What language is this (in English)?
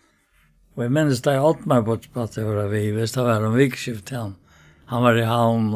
Faroese